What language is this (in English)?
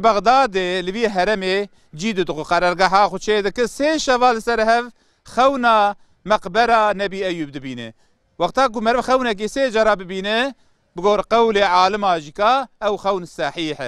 Kurdish